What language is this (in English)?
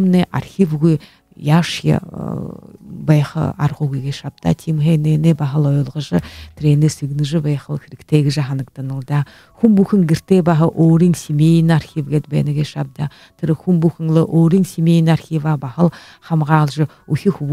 Buriat